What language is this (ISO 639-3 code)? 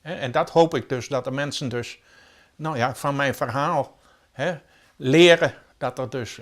fry